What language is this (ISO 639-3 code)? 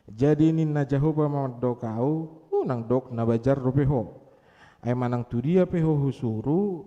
bbc